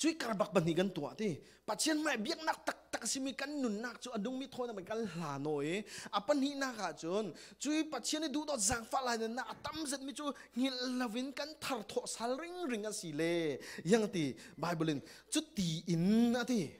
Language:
Falam Chin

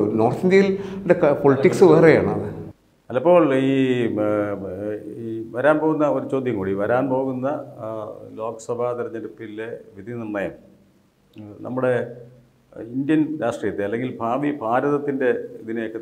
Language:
Malayalam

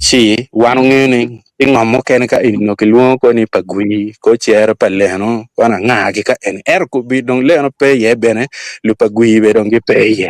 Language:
Acoli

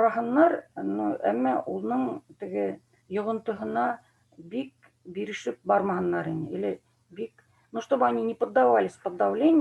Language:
Bashkir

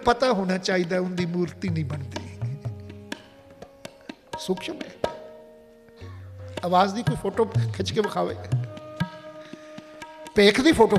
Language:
Hindi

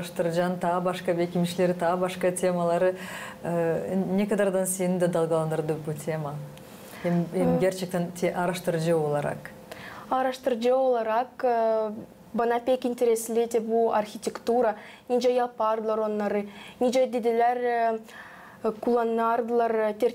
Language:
Gagauz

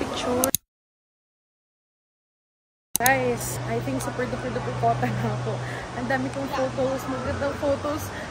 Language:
Filipino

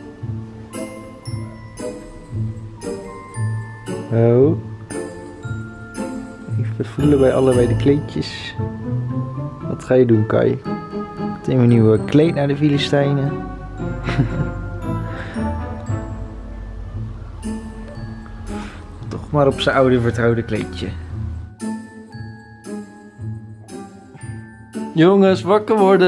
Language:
Dutch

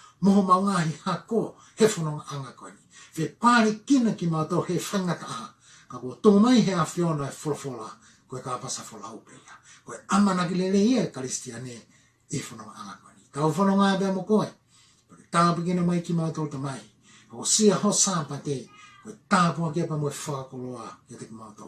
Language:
Tongan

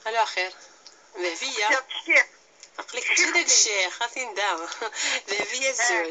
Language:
Kabyle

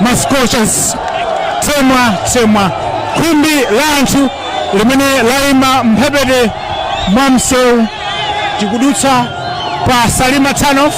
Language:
Nyanja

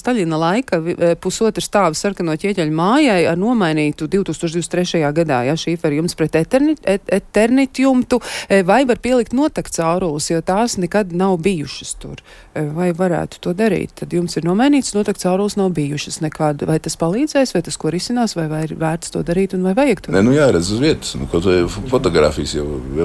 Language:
Latvian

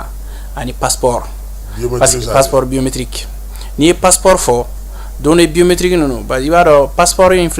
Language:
Bambara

